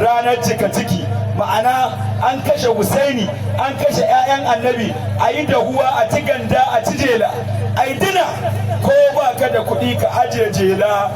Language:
Hausa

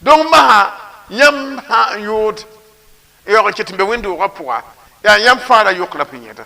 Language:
Mossi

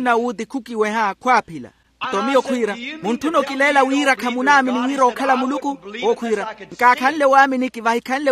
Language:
Makhuwa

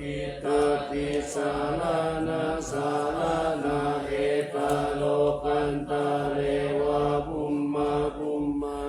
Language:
Pali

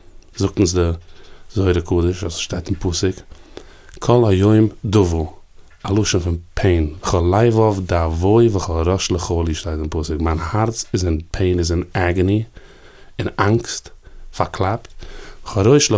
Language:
Yiddish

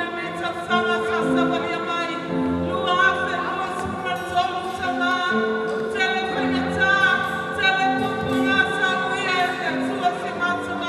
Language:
Samoan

